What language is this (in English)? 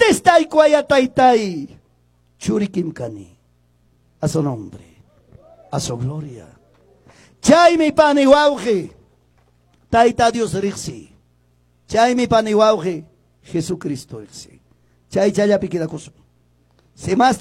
Quechua